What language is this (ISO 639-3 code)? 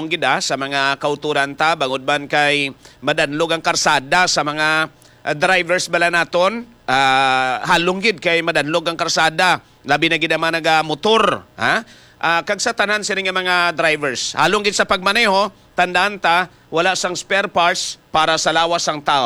hil